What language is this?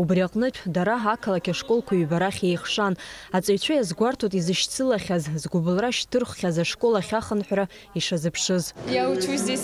Abkhazian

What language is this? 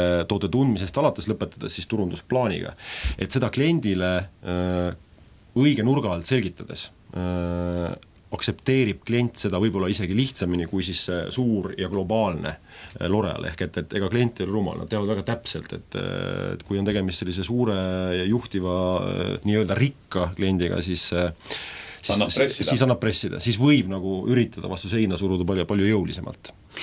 Estonian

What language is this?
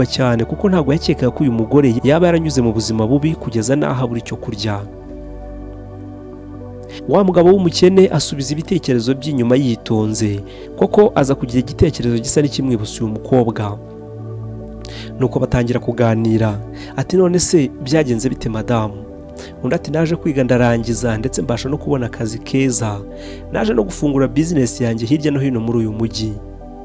Kinyarwanda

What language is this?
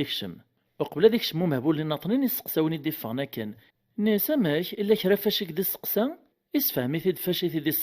Kabyle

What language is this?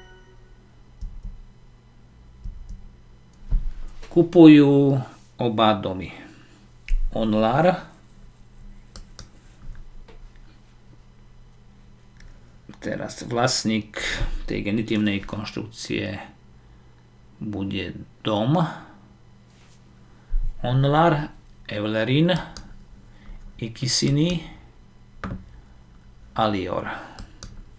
Slovak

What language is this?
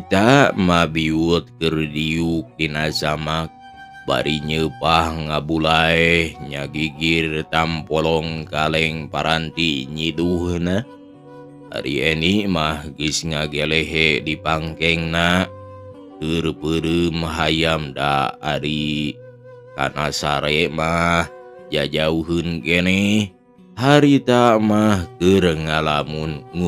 Sundanese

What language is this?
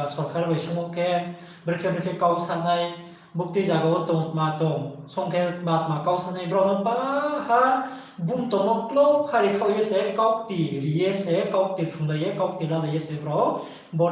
Riang (India)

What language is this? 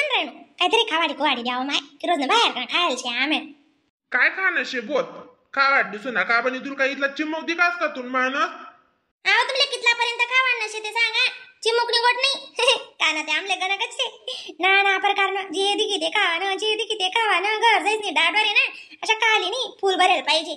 Khandesi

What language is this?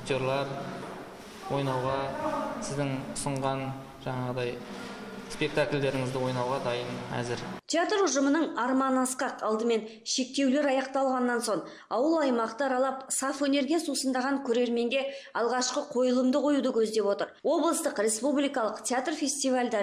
Kazakh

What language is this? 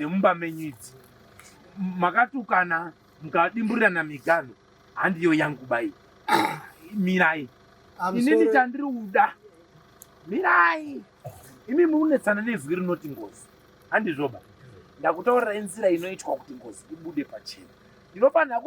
Shona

